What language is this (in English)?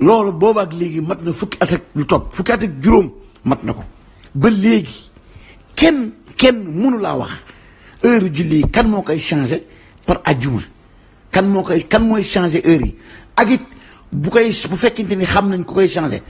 Wolof